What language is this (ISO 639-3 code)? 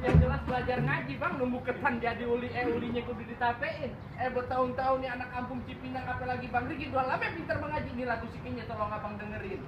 bew